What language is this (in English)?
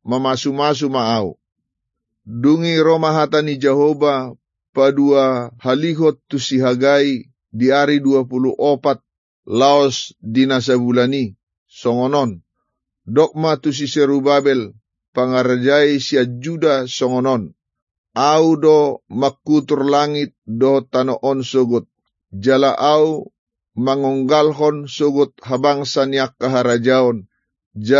Batak Toba